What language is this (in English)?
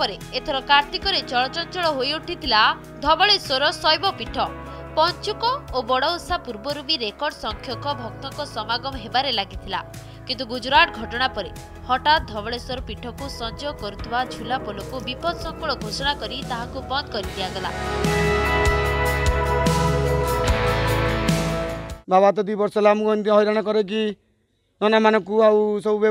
Odia